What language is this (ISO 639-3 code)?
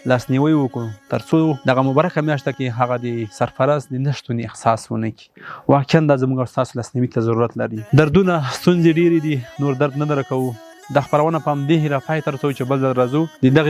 pus